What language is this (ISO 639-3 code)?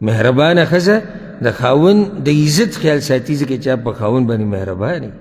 pus